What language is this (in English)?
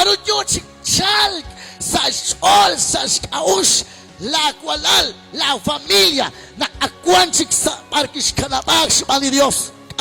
Kekchí